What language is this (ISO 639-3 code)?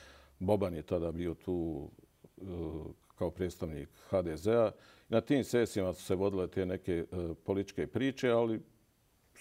bos